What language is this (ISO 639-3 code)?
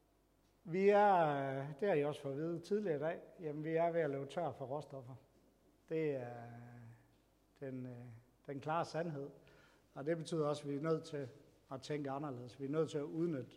dan